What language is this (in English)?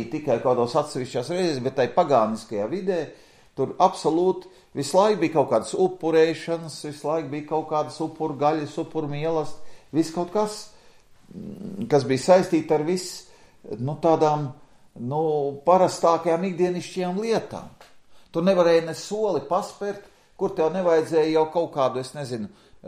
Latvian